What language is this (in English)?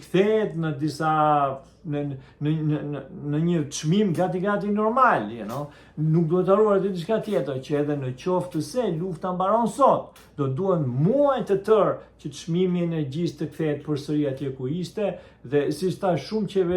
Albanian